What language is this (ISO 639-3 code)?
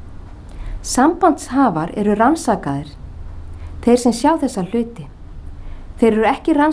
isl